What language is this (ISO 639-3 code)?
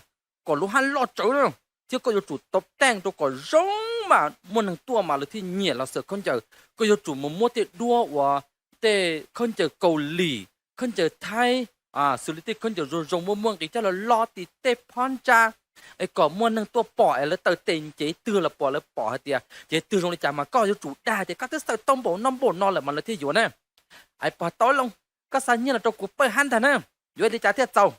hmn